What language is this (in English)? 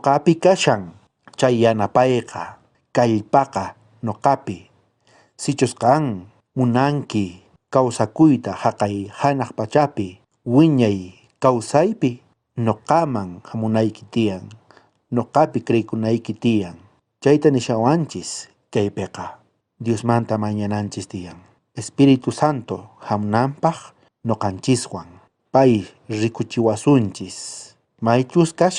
South Bolivian Quechua